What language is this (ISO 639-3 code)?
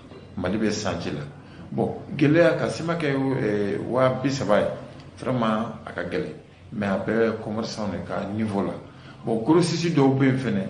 bam